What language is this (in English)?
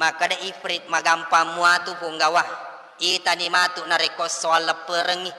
Buginese